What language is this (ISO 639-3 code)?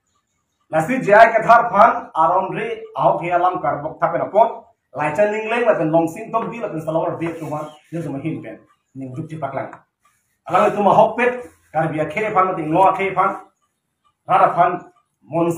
mjw